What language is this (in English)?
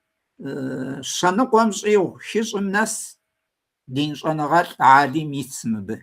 Kabardian